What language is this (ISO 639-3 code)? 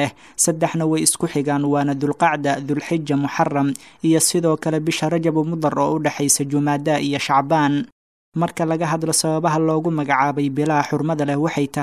som